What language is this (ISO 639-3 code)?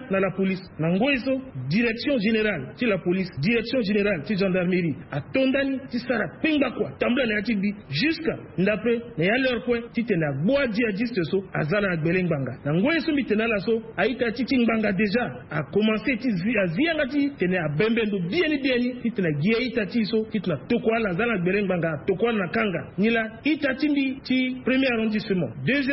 sag